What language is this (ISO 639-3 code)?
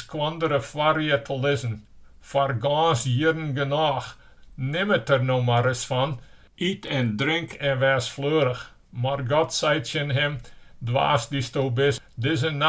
fry